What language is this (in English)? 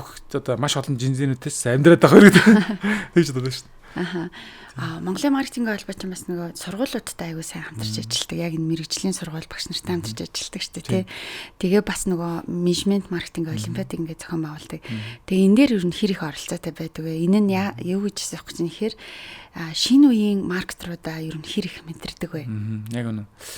Mongolian